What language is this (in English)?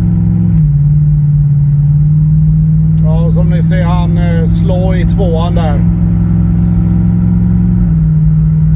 Swedish